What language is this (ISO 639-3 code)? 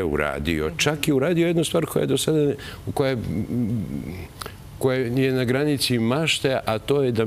srp